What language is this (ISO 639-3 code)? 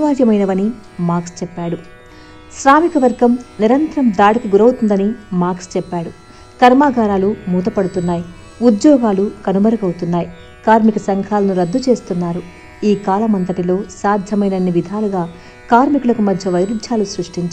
tel